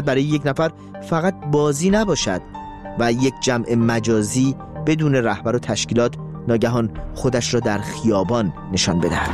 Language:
Persian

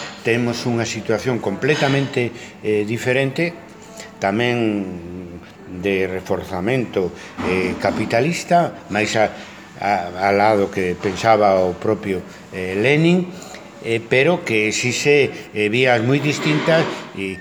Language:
Galician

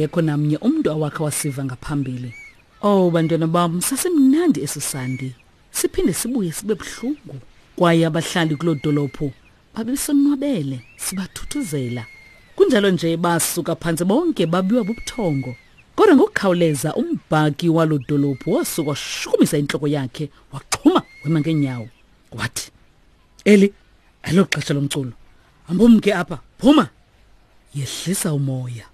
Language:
Xhosa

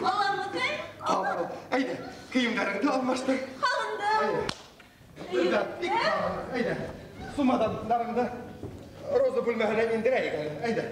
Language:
Bashkir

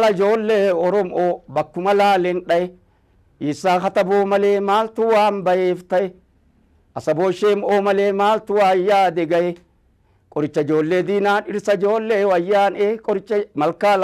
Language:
Oromo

